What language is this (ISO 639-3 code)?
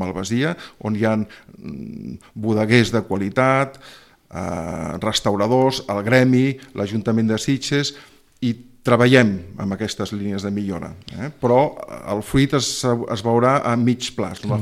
cat